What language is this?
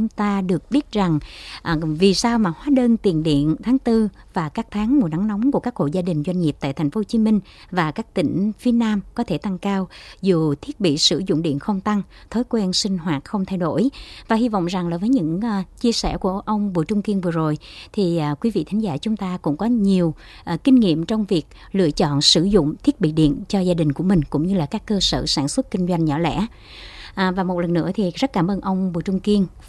Vietnamese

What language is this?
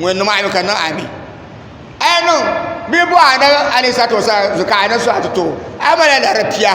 Dagbani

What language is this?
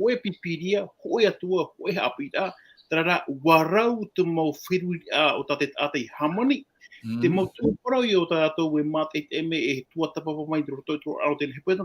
Tahitian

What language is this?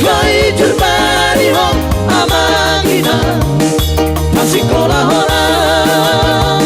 Batak Toba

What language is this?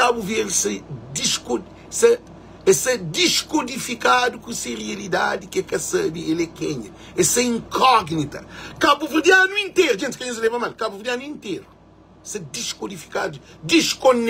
Kabuverdianu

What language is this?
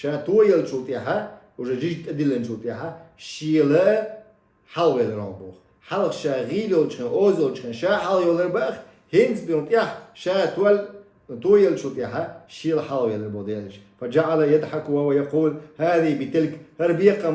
Chechen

